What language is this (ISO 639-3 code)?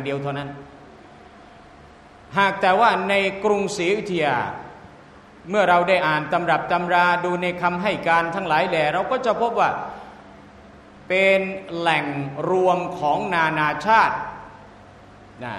tha